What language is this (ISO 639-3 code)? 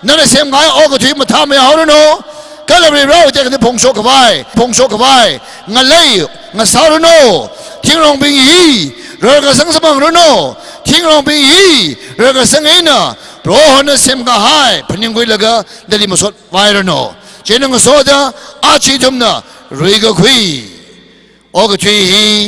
nmf